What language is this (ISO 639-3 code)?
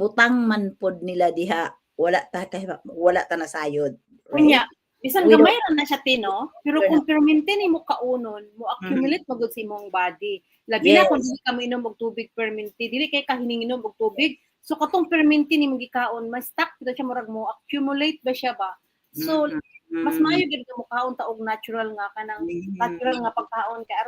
ceb